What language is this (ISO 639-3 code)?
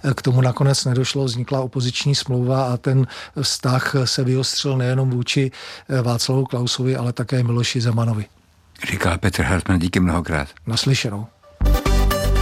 ces